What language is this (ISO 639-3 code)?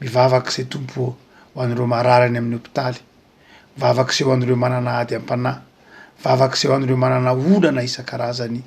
mlg